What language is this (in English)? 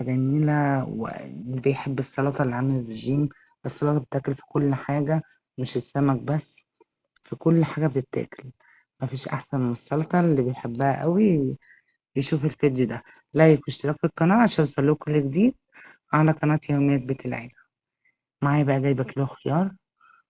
Egyptian Arabic